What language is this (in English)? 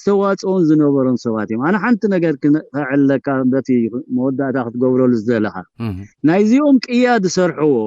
Tigrinya